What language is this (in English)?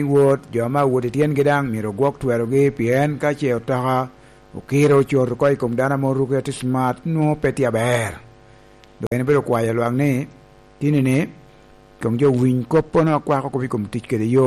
Lango (Uganda)